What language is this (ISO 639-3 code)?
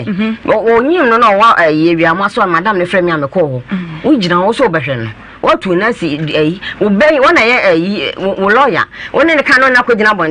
aka